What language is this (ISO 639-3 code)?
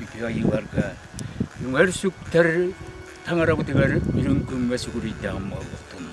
sah